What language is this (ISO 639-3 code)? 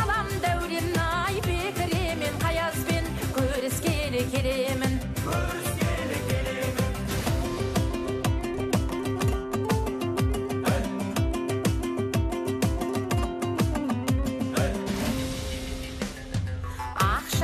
kaz